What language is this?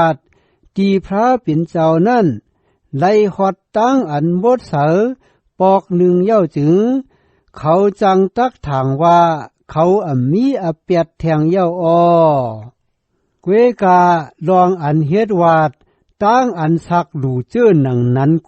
Shan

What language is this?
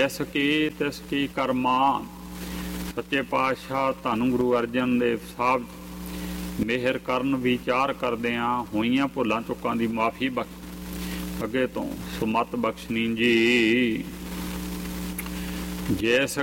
Punjabi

